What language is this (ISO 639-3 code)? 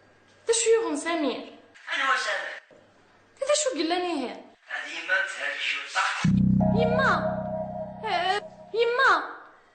kab